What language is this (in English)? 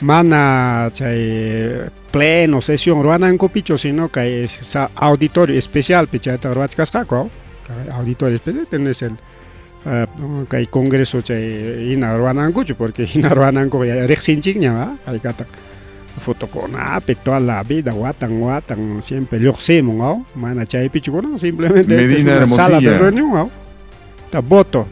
Ayacucho Quechua